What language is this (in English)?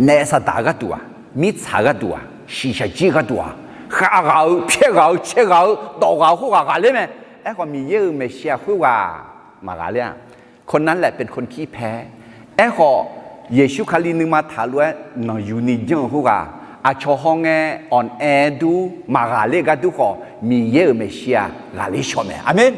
Akha